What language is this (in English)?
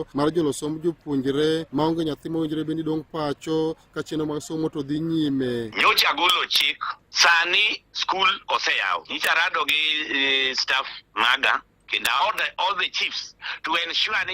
Luo (Kenya and Tanzania)